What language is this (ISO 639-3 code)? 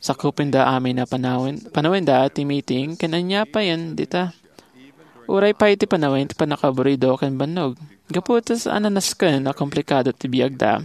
ilo